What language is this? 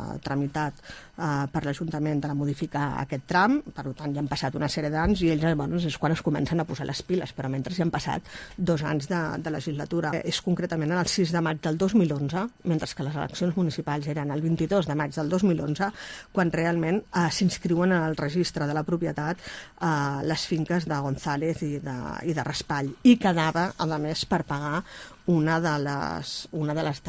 Catalan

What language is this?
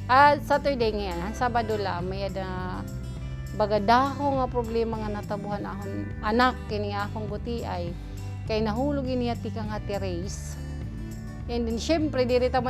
Waray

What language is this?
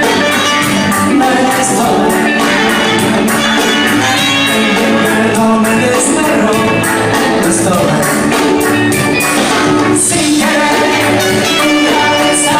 Spanish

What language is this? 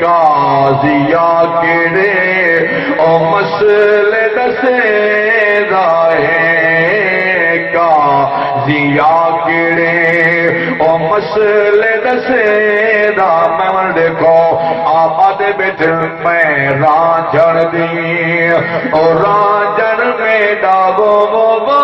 Saraiki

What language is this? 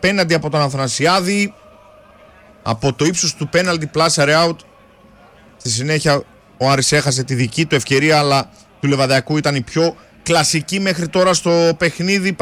Greek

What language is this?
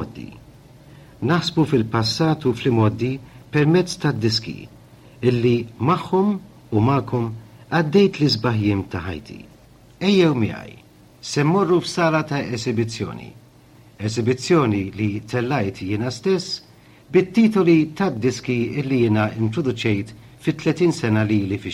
Maltese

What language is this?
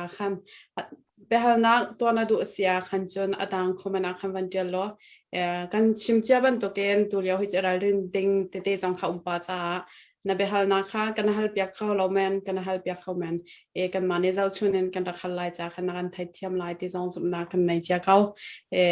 Hakha Chin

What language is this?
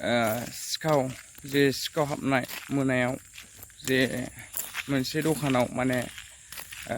Bodo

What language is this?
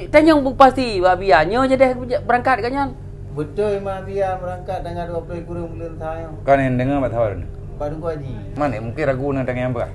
Achinese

